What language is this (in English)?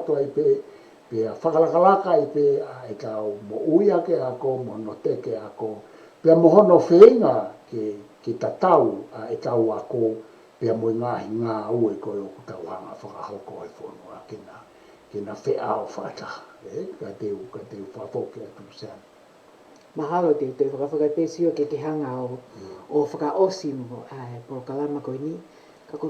Tongan